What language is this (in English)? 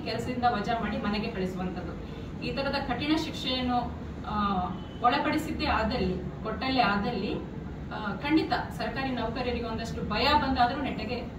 Kannada